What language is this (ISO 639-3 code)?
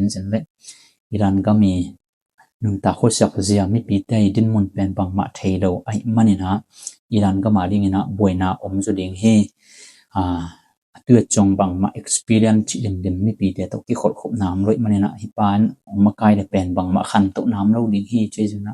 ctd